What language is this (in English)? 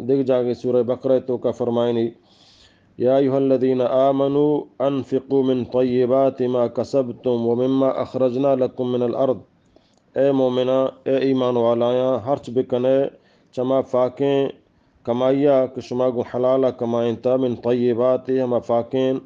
Eastern Balochi